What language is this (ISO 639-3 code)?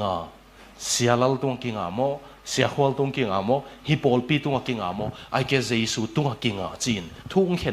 ctd